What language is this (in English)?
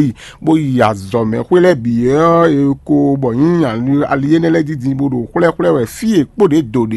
Fon